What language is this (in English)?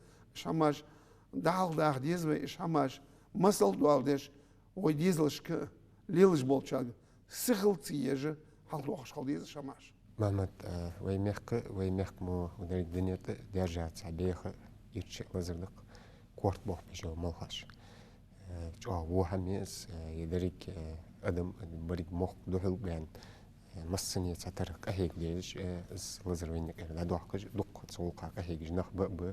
Ingush